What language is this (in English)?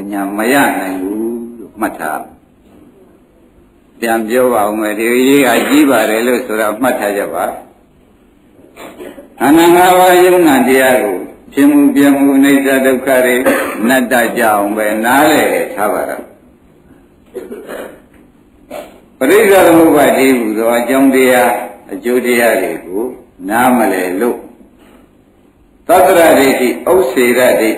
Burmese